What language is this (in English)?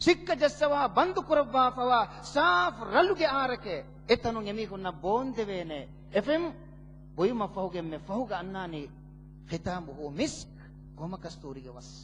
Divehi